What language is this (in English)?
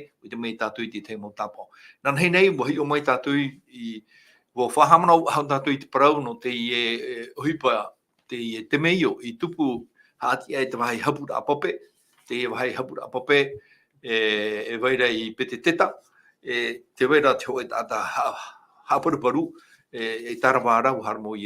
Tahitian